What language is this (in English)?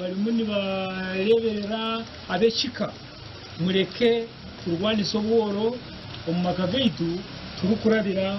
Nyankole